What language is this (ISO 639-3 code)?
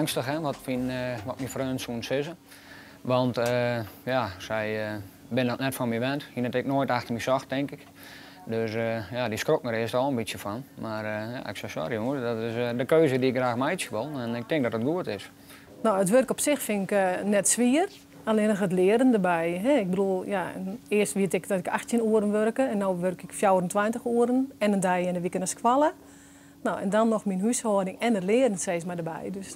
fry